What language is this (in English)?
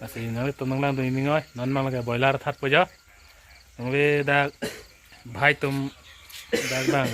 Karbi